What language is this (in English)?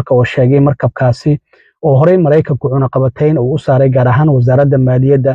Somali